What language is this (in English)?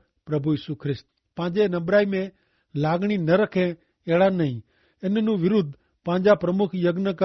Kachhi